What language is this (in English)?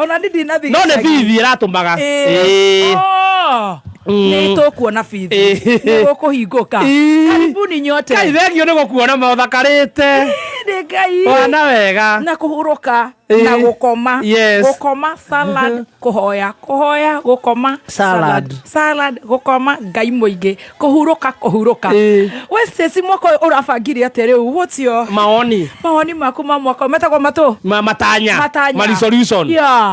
Kikuyu